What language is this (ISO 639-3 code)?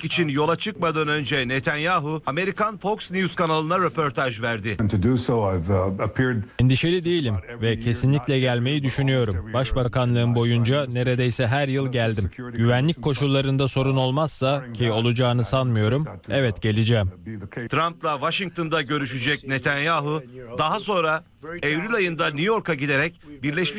tur